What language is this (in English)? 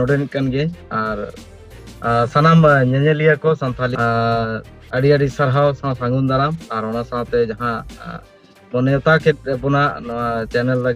Santali